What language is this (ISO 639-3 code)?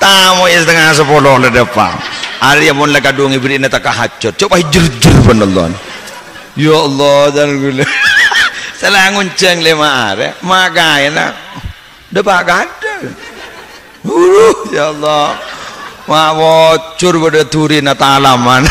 mad